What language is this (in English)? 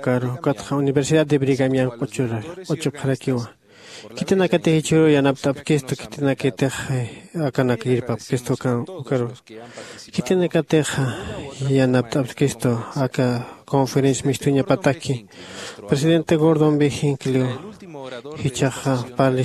Aymara